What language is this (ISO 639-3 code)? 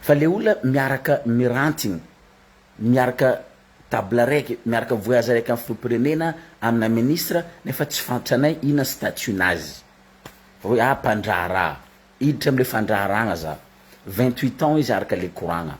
mlg